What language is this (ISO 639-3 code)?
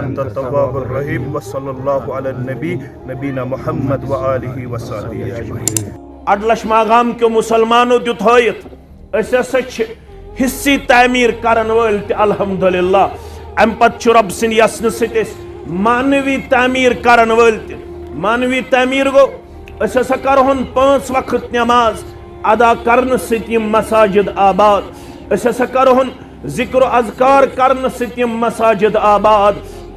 kas